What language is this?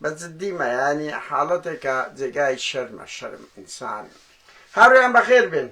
Central Kurdish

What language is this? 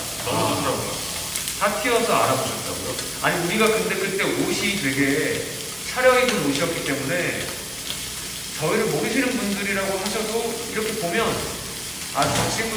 Korean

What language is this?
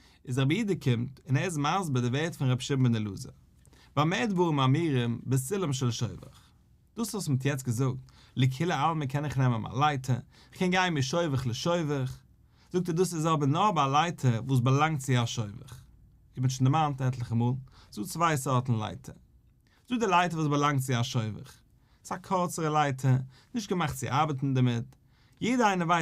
Yiddish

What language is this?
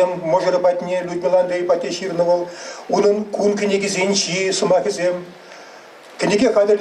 Chuvash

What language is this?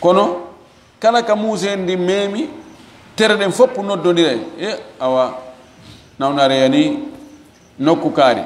Fula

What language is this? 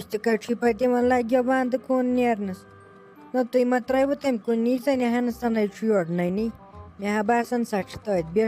Kashmiri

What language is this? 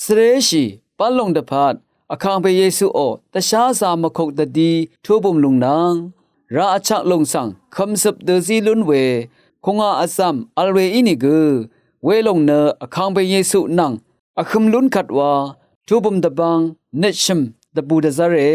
Rawang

